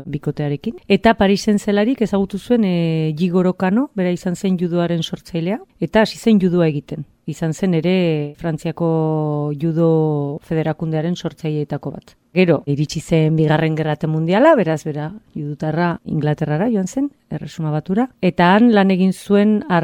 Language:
Basque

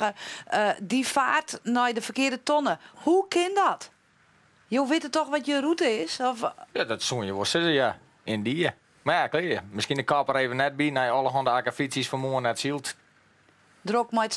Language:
Western Frisian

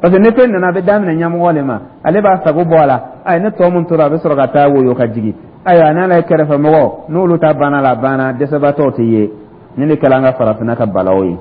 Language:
Dyula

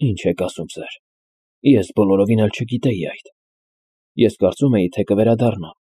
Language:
Armenian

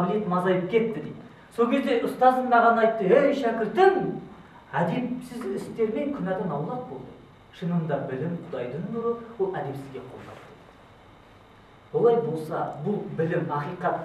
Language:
Kazakh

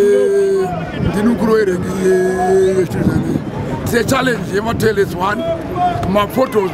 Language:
Shona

